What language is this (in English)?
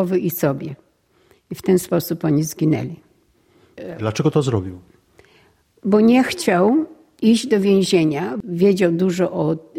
Polish